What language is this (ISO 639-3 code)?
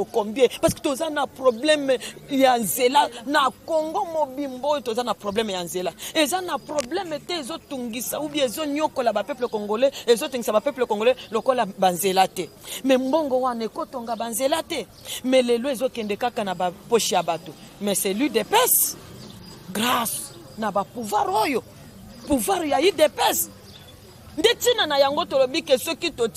lin